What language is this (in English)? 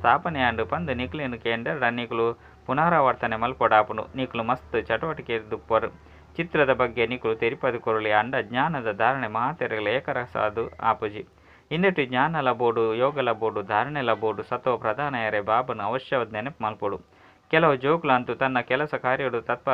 Tulu